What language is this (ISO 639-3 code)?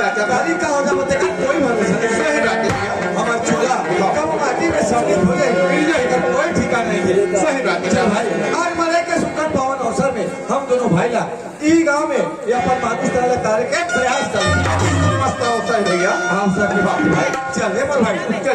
hne